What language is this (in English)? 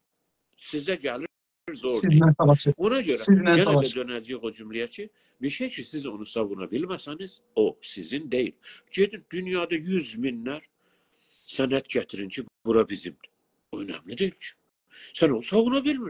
South Azerbaijani